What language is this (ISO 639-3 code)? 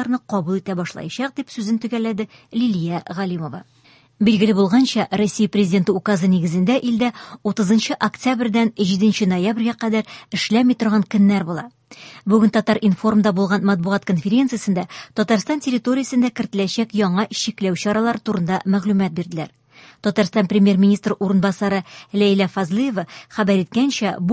tat